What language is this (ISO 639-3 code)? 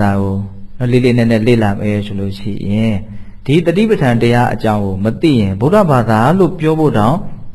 mya